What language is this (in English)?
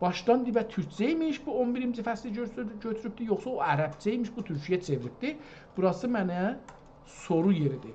South Azerbaijani